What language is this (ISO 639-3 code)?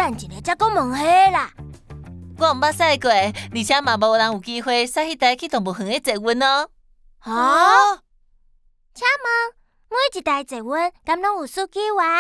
nan